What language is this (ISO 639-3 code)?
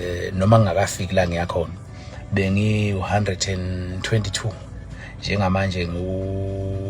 zul